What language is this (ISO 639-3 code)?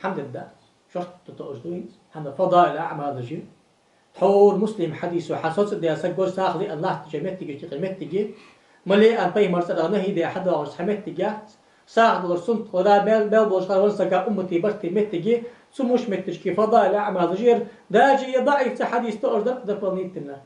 inh